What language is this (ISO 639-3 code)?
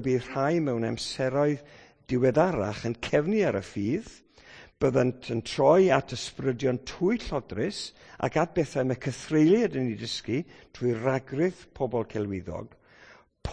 cym